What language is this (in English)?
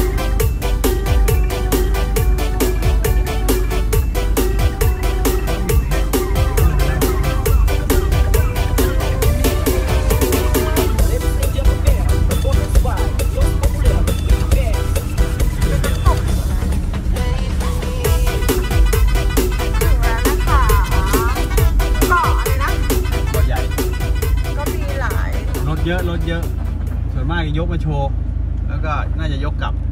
Thai